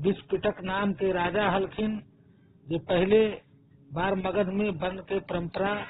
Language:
Magahi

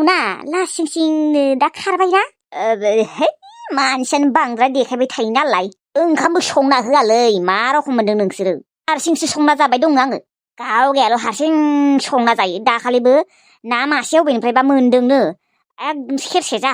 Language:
Bodo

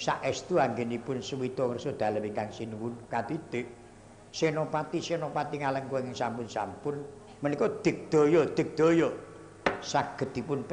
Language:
Javanese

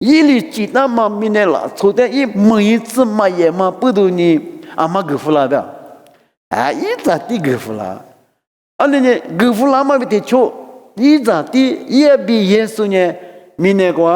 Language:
Lisu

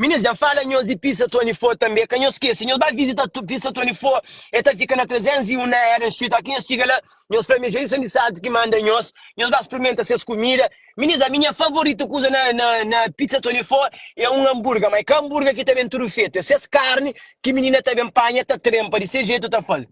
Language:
Kabuverdianu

